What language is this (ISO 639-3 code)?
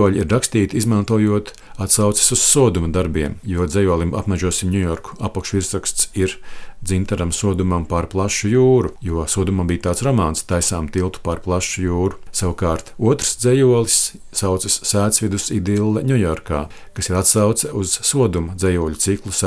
lav